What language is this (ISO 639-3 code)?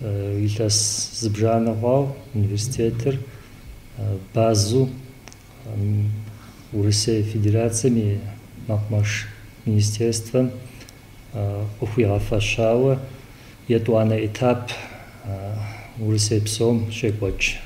kbd